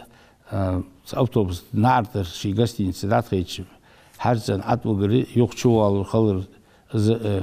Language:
Ingush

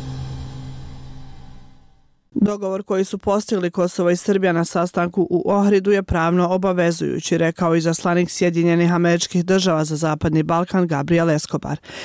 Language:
Bosnian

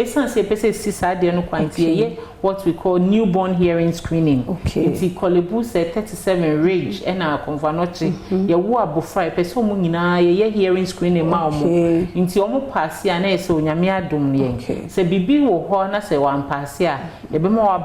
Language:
Akan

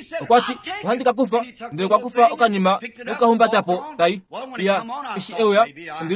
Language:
Kuanyama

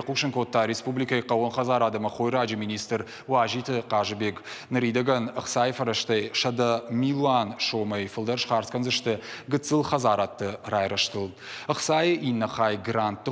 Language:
Ossetic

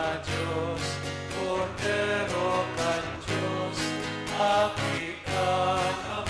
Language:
Bikol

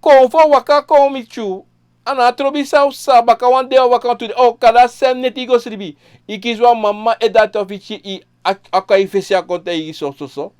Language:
Sranan Tongo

